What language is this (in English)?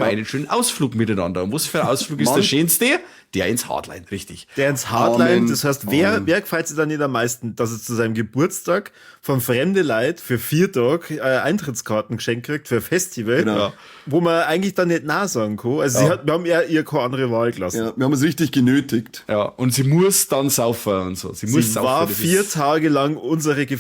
Bavarian